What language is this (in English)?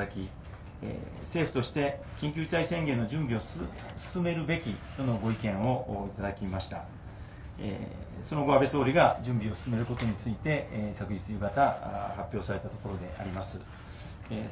Japanese